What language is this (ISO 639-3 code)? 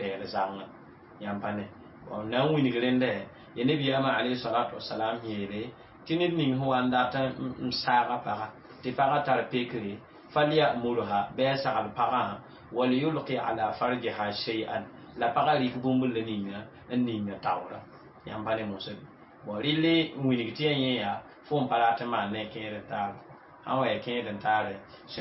mos